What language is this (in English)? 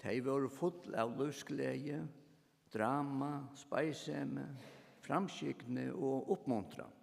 Faroese